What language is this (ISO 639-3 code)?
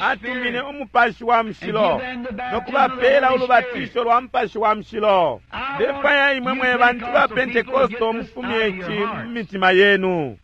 bem